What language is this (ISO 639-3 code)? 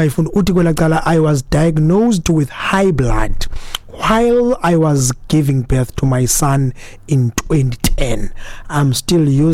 xho